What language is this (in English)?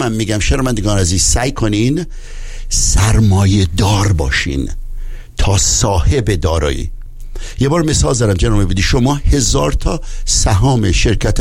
Persian